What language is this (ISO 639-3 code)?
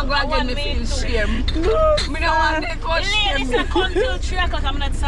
jam